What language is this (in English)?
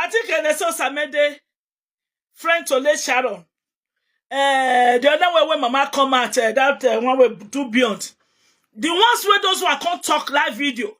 Nigerian Pidgin